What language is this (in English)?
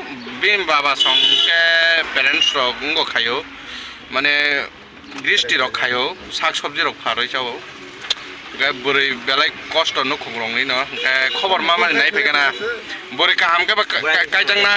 Kok Borok